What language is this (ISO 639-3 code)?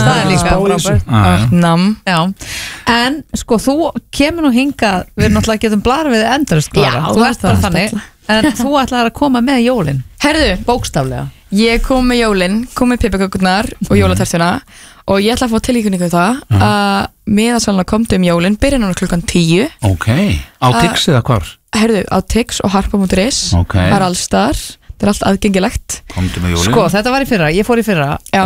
isl